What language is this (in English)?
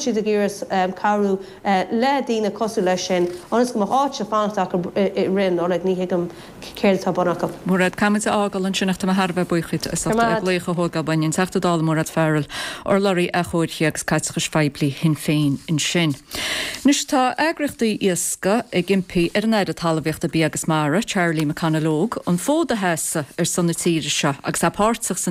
Irish